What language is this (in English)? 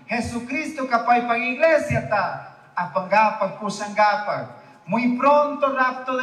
Chimborazo Highland Quichua